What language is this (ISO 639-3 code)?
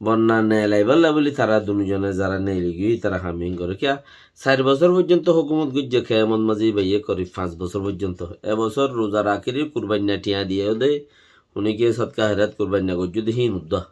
rhg